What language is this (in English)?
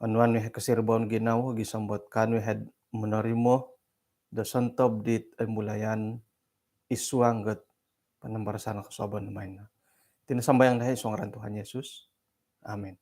Central Dusun